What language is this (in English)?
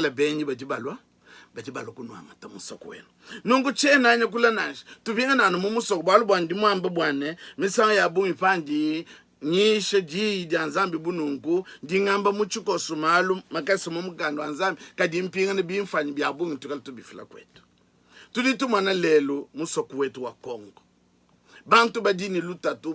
Luba-Lulua